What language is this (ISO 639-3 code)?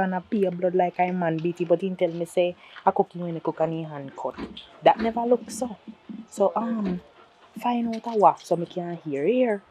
jam